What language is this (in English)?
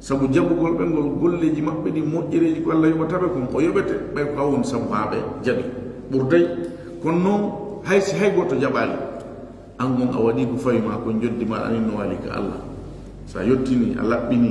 Fula